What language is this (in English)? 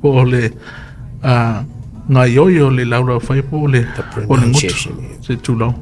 Samoan